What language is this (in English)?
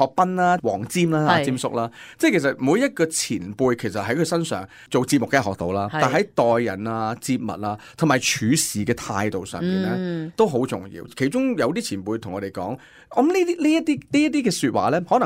Cantonese